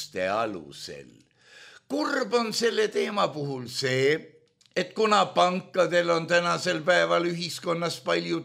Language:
Estonian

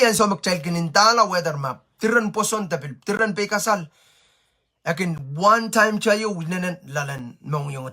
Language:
Pohnpeian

